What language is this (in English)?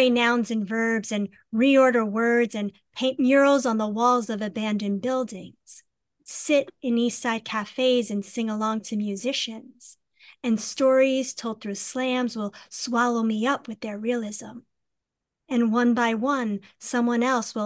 English